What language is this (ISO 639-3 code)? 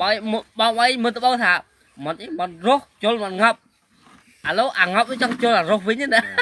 khm